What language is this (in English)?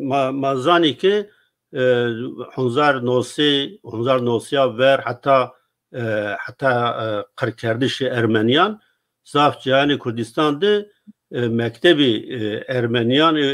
Zaza